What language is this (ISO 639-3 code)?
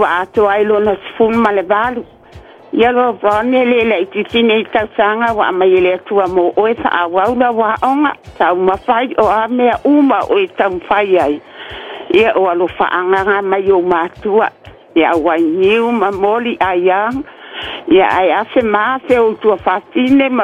smo